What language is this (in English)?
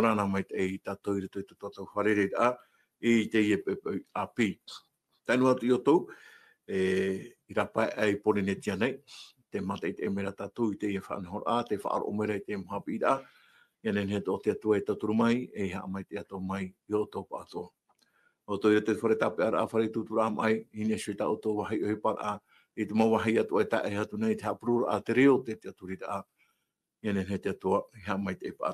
Tahitian